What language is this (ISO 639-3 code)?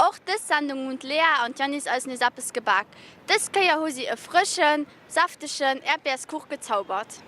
ltz